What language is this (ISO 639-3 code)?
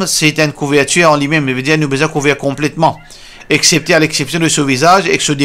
mfe